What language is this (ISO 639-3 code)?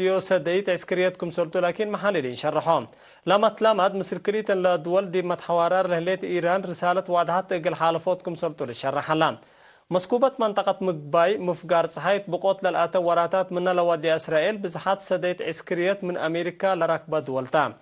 tig